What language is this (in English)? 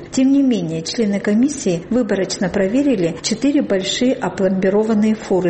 Russian